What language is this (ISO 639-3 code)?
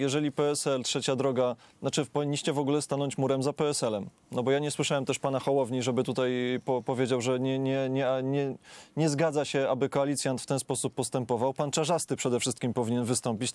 pol